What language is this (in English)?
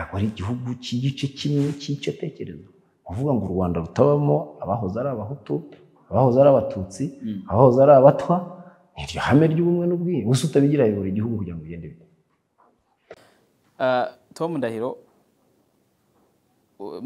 Kinyarwanda